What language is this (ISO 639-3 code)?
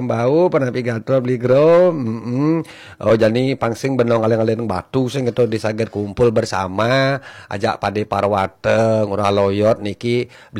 ban